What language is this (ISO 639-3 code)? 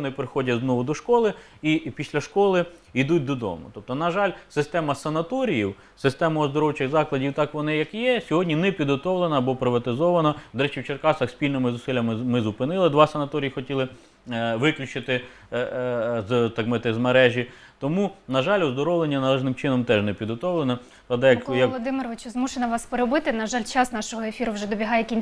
ukr